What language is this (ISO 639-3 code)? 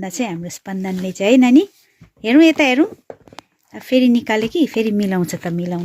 nep